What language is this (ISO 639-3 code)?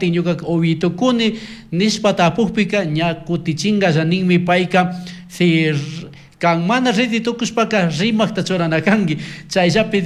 qug